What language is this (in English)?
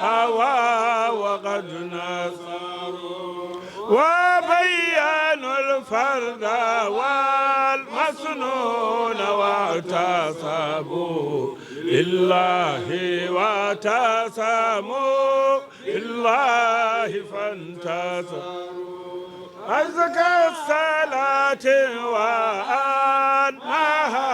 Fula